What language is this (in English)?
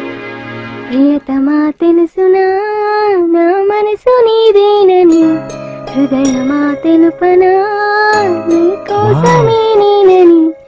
Telugu